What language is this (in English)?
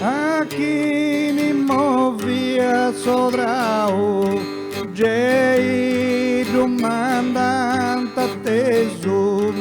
Sardinian